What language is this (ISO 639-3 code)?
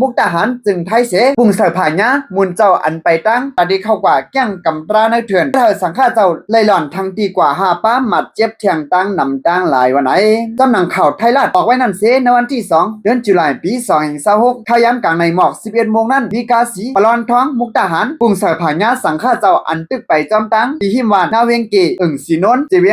shn